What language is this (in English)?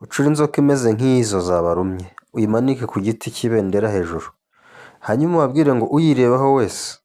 Kinyarwanda